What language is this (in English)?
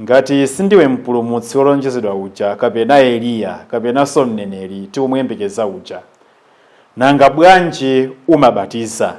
Nyanja